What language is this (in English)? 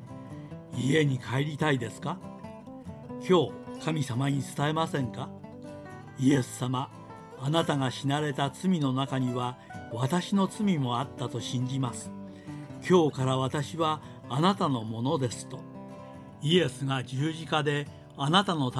Japanese